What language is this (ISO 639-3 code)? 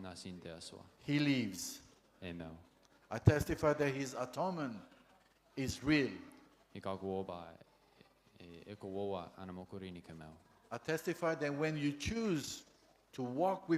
gil